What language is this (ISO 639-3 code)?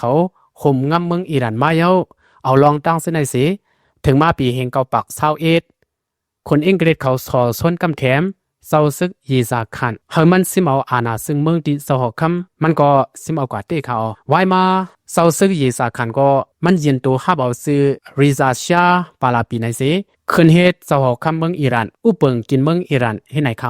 shn